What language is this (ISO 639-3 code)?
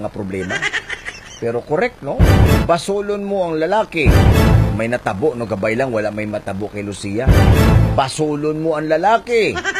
hil